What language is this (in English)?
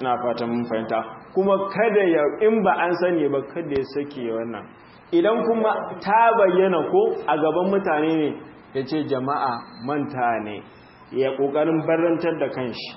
Hausa